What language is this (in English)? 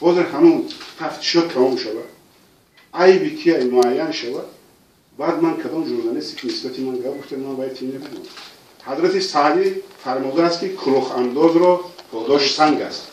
Tajik